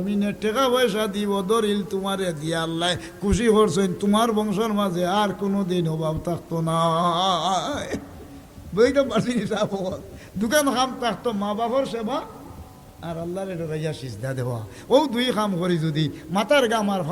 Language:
Sylheti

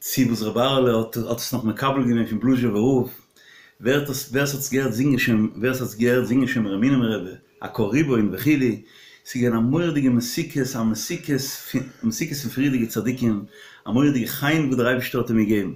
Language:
Yiddish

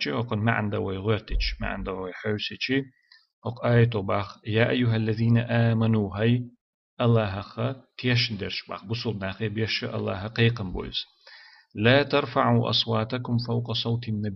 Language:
Chechen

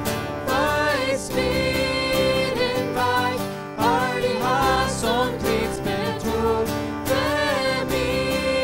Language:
Plautdietsch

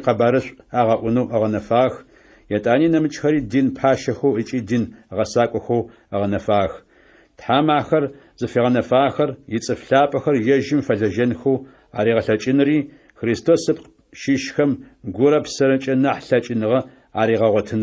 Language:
Adyghe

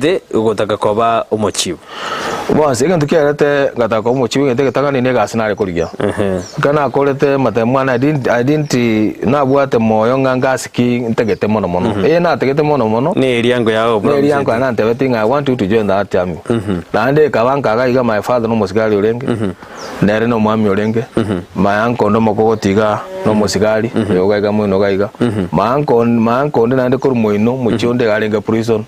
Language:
Gusii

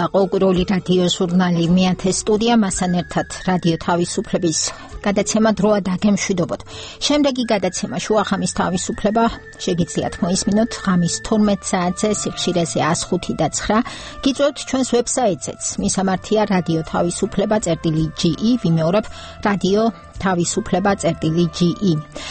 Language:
Georgian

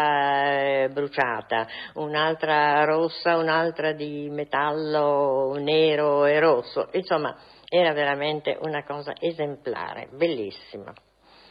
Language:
Italian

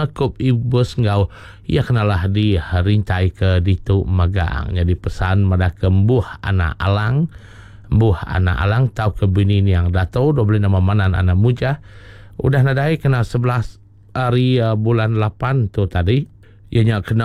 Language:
Iban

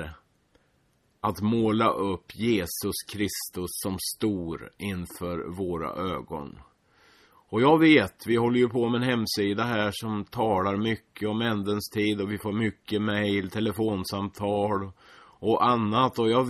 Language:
Swedish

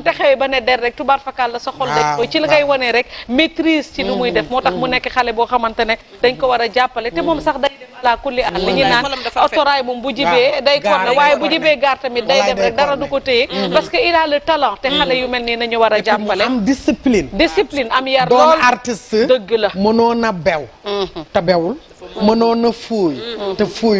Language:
Wolof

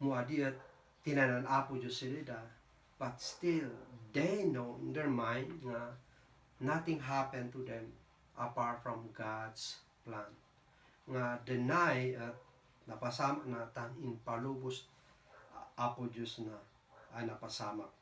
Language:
Kankanaey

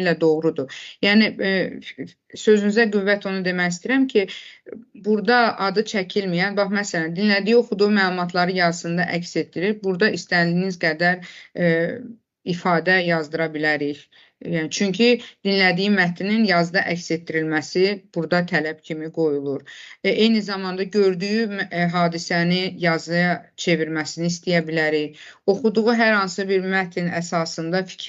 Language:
Azerbaijani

